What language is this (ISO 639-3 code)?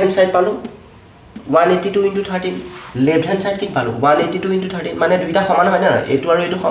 asm